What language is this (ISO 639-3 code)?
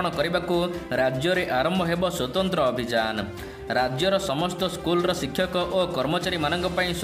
ori